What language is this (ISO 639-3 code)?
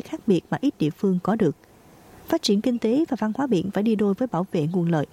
vie